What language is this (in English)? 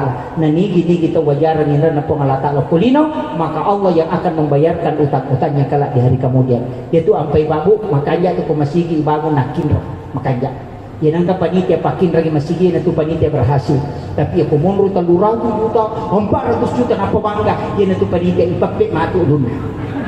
Buginese